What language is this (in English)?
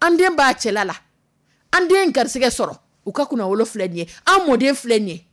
Dyula